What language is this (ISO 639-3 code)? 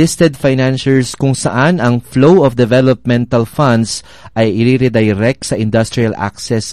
fil